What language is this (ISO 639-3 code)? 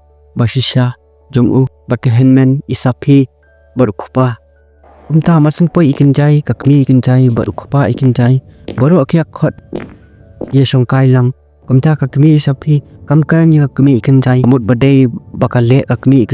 kha